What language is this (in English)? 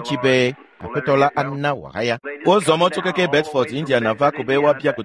Ewe